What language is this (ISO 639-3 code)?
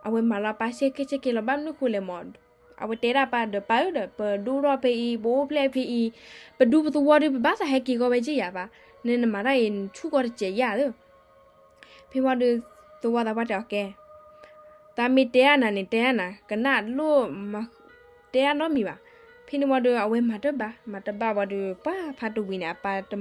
ksw